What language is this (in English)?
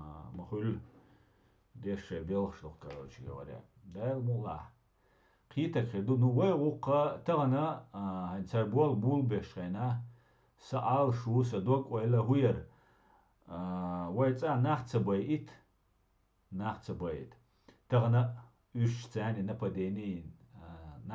Chechen